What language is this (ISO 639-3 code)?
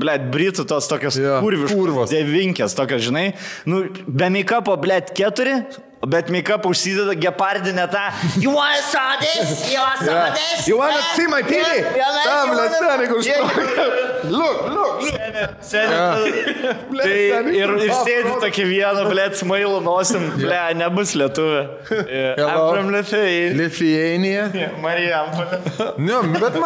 lit